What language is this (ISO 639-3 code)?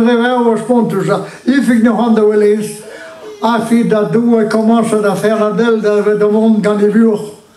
bre